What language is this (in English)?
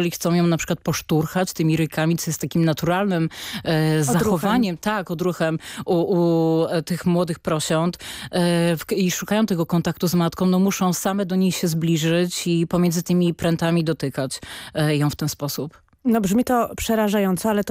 Polish